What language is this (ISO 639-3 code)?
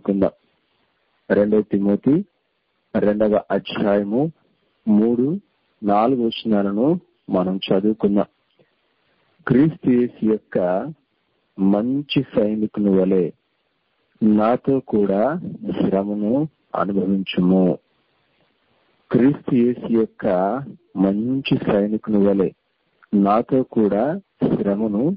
tel